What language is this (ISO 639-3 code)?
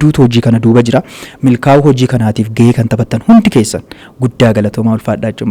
orm